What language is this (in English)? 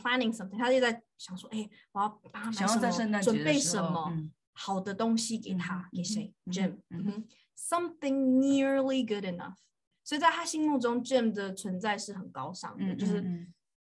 Chinese